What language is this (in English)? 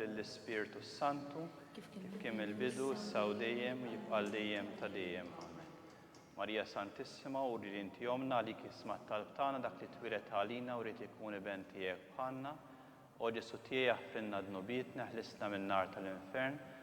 Maltese